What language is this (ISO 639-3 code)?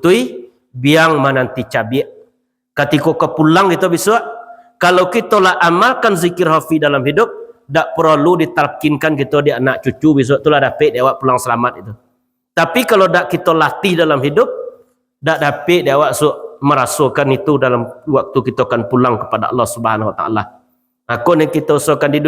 min